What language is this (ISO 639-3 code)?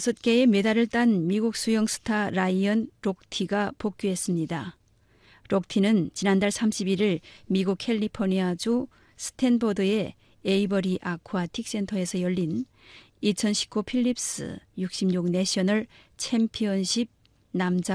kor